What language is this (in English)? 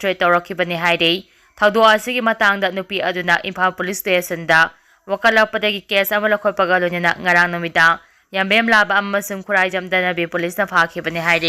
Manipuri